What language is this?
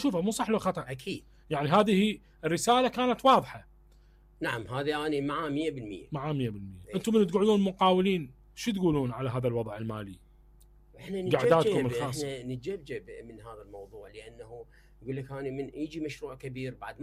Mesopotamian Arabic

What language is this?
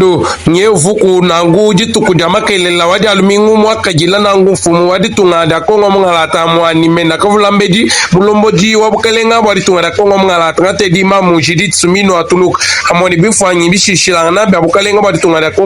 Luba-Lulua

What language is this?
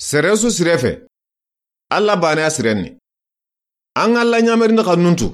Soninke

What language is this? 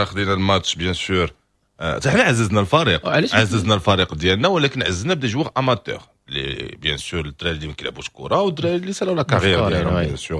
Moroccan Arabic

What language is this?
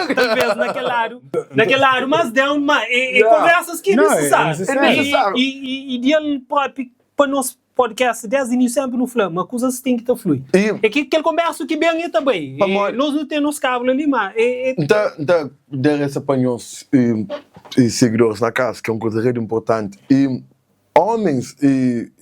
Kabuverdianu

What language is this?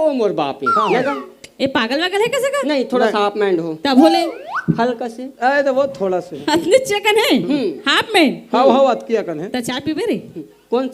Chhattisgarhi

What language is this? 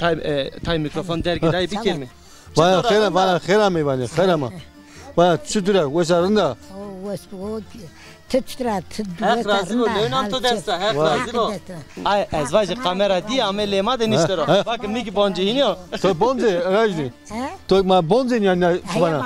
Zaza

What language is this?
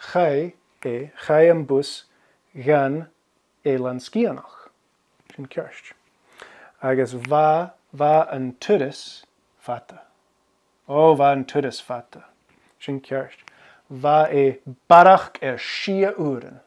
Scottish Gaelic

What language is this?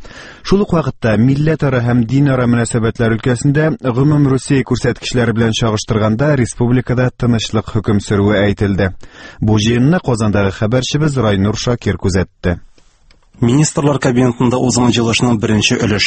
Tatar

